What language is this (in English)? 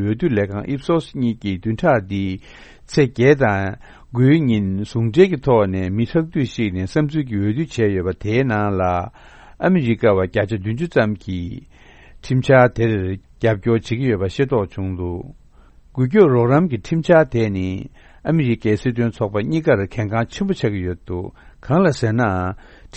Tibetan